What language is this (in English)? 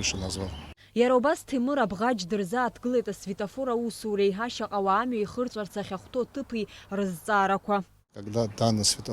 Abkhazian